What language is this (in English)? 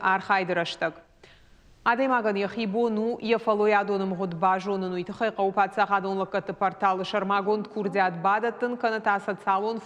Ossetic